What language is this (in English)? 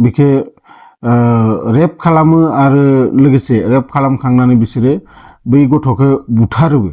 Bodo